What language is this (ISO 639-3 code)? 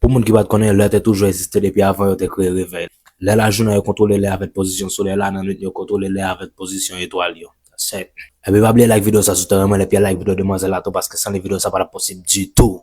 hat